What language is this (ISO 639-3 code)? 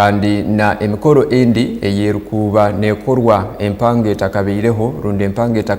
ttj